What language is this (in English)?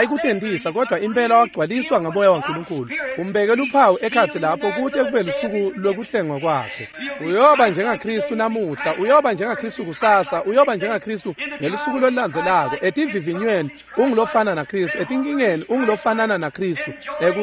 Swati